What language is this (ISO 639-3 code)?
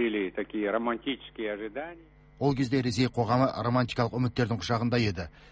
kaz